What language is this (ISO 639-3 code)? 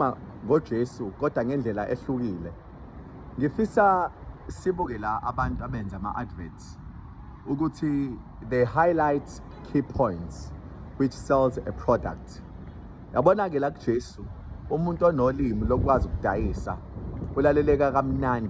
zul